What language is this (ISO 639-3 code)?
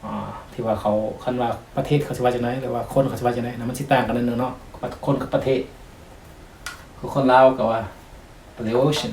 lao